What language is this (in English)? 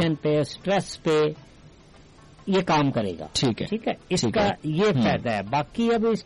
Urdu